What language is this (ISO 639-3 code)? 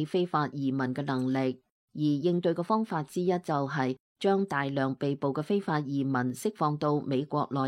yue